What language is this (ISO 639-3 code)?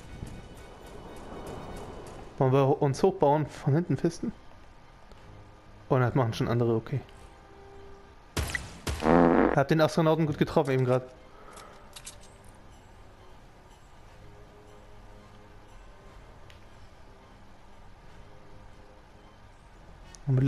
deu